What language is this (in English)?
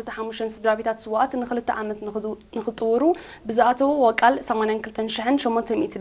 Tigrinya